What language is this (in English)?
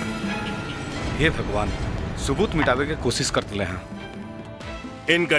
Bhojpuri